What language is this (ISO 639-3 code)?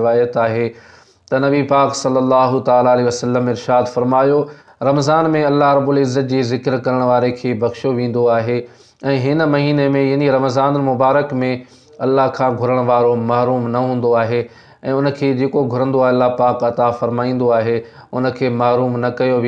snd